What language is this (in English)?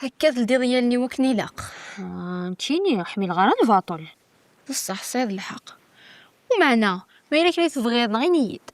Kabyle